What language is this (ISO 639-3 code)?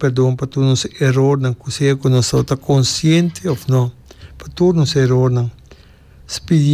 pap